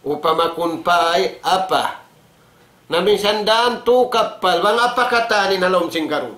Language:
Tausug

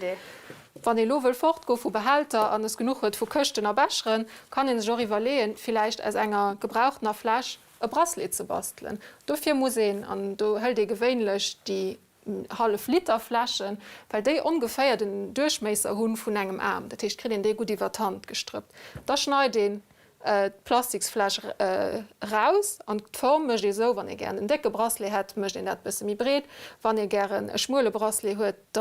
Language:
Luxembourgish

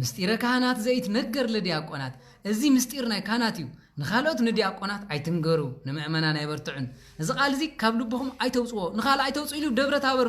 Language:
Tigrinya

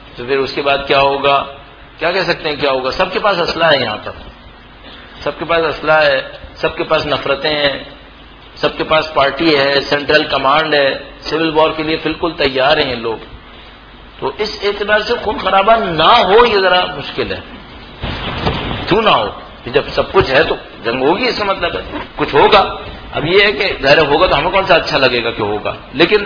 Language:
Urdu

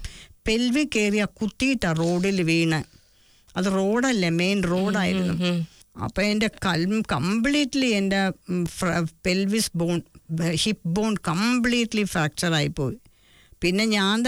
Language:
Malayalam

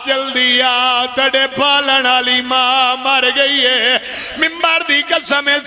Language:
Pahari-Potwari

